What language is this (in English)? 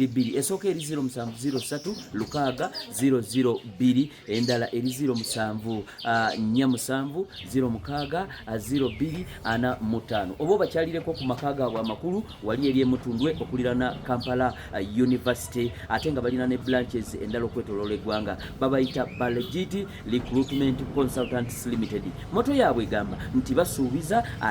Ganda